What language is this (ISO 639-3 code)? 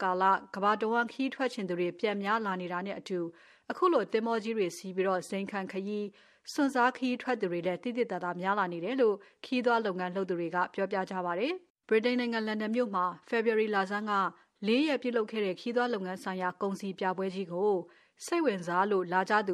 mya